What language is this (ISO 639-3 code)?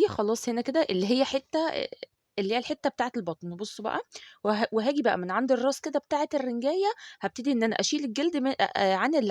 arz